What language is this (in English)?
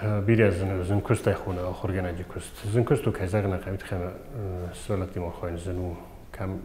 Ossetic